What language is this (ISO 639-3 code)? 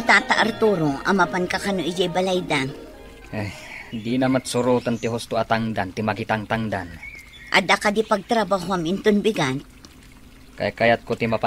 ilo